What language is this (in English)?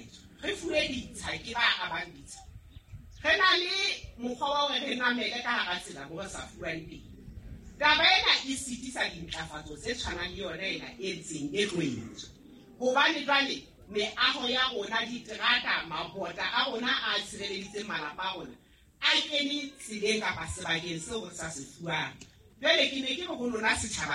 Southern Sotho